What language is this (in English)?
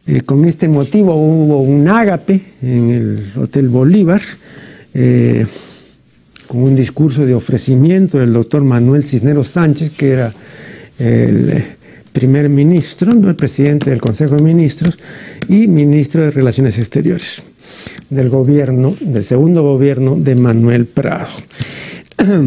Spanish